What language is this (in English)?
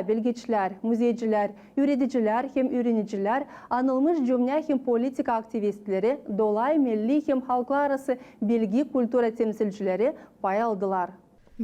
Gagauz